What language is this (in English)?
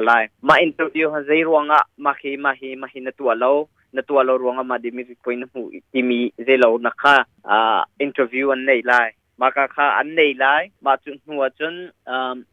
Hakha Chin